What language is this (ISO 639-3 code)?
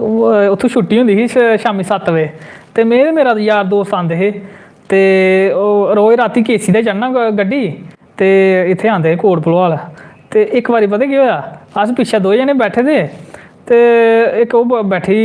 doi